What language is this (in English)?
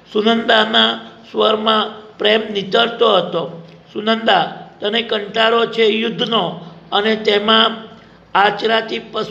Gujarati